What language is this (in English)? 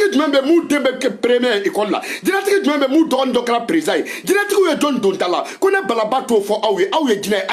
Bambara